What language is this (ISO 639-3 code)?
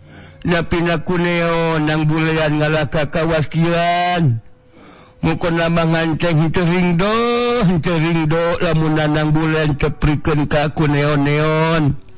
sun